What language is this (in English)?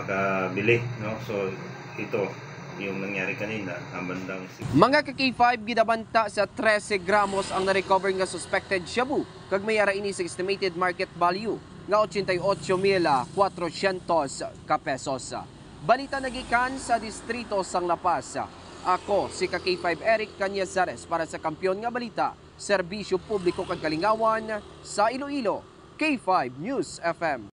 Hiligaynon